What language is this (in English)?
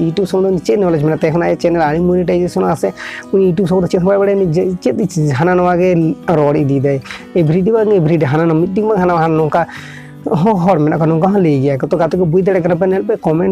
Santali